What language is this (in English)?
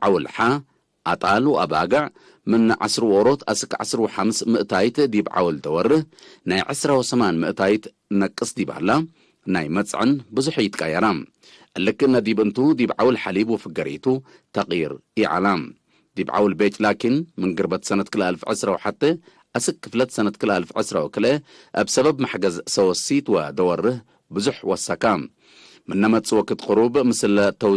Tigre